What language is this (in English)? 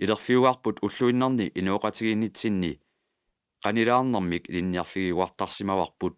Kalaallisut